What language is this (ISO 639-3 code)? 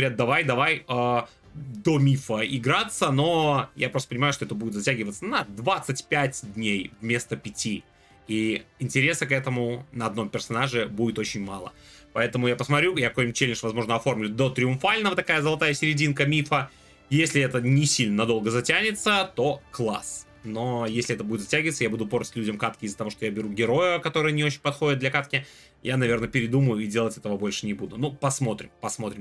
rus